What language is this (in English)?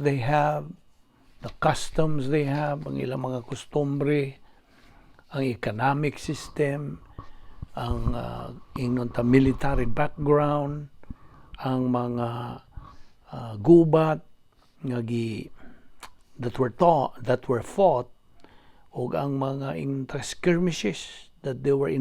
Cebuano